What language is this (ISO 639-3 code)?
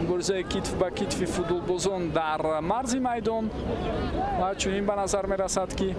tgk